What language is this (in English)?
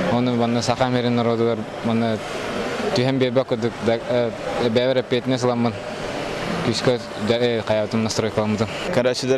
Yakut